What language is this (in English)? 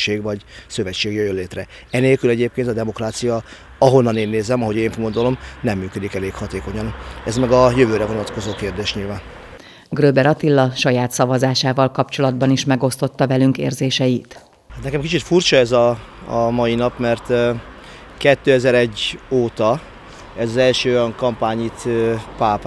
Hungarian